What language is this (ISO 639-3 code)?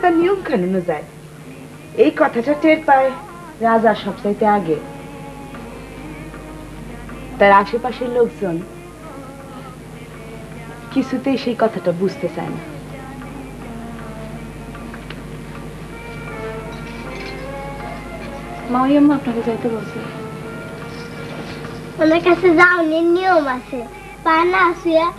ben